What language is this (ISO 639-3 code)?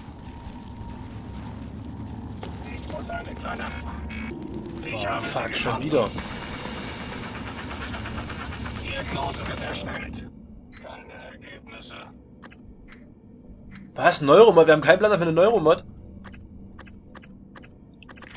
deu